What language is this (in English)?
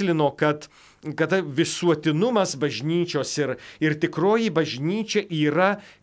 Lithuanian